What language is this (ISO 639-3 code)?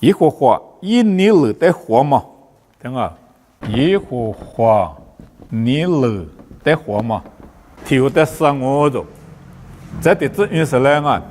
lis